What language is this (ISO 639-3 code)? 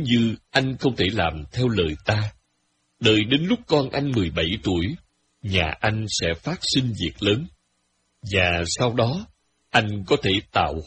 vie